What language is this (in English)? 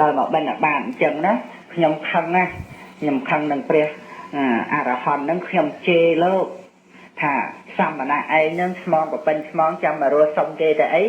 Khmer